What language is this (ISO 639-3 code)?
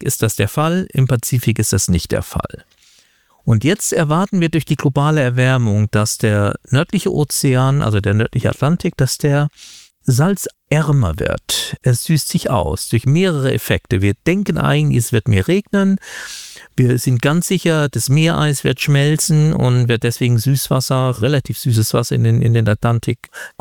deu